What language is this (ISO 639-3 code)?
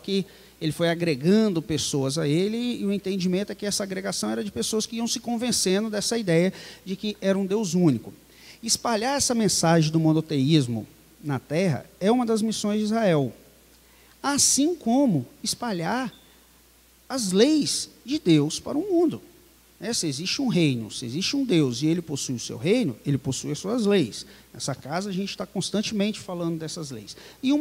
por